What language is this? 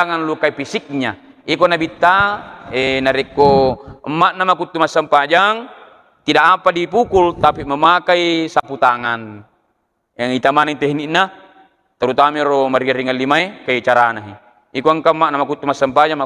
Buginese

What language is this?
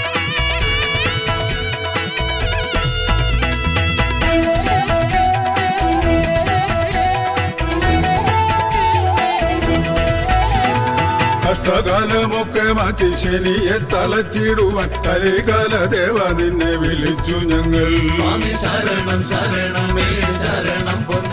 Malayalam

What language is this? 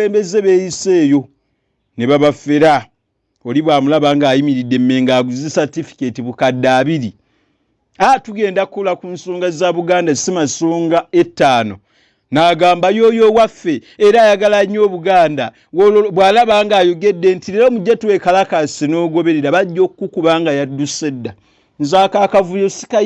Ganda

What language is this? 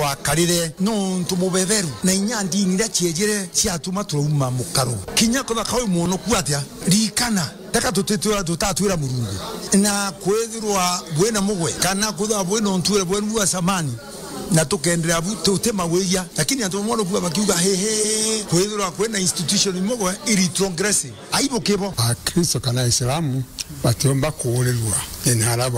Meru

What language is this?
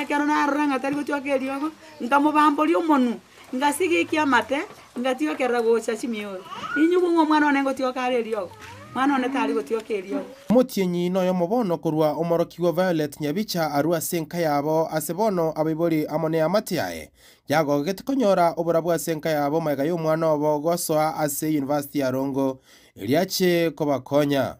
Gusii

